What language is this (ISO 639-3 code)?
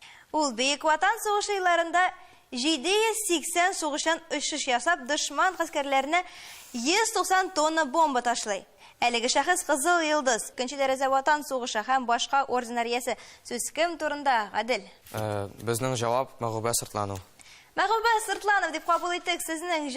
tat